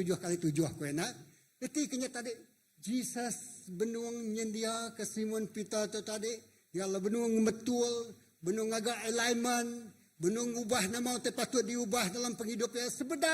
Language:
Iban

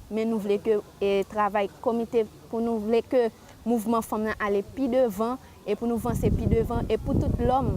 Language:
Haitian Creole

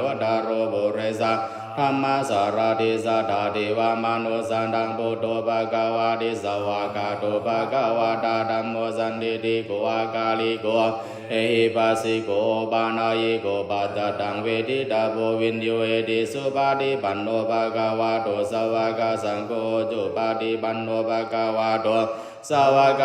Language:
Pali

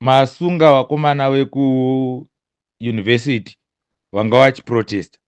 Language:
Shona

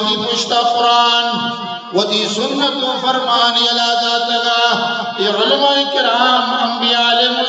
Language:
Eastern Balochi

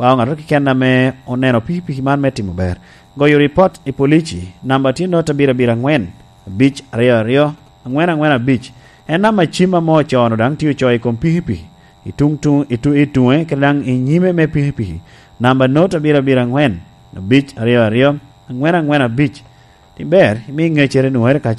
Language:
Lango (Uganda)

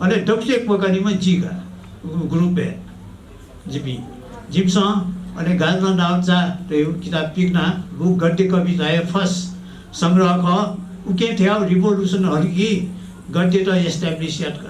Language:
Newari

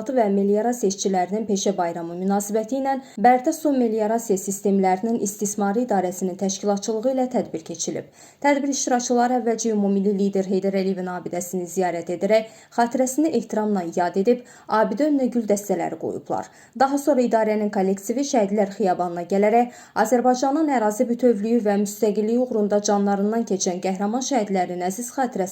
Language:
Azerbaijani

